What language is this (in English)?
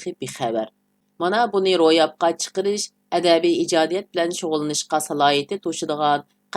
Uyghur